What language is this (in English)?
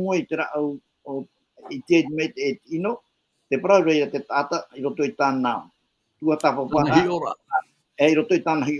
Tahitian